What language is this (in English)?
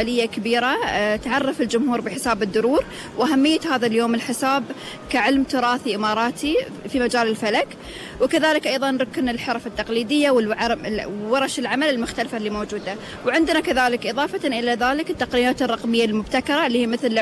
Gulf Arabic